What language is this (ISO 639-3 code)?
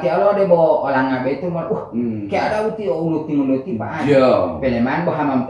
gor